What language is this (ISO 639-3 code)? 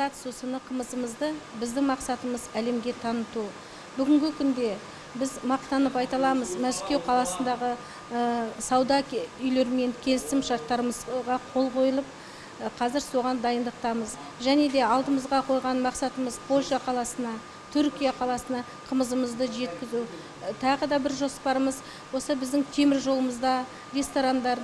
kaz